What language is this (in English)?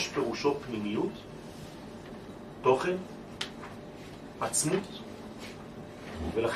Hebrew